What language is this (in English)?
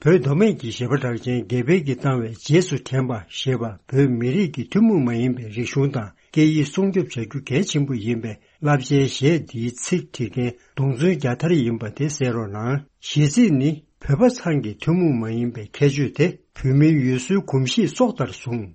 Tibetan